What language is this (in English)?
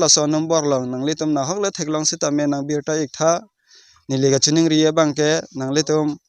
Karbi